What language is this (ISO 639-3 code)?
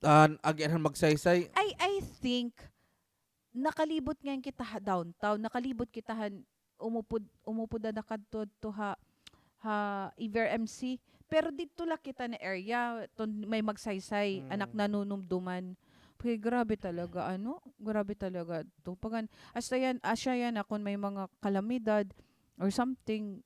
war